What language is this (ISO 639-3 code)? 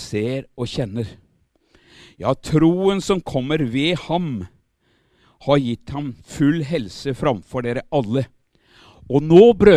nor